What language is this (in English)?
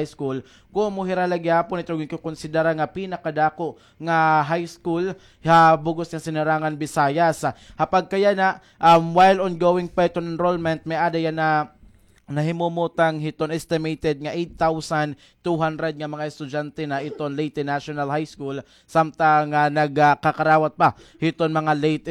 Waray